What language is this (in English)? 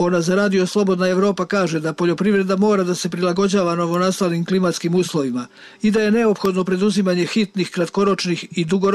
Serbian